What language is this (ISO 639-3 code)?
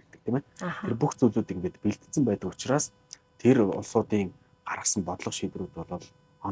mon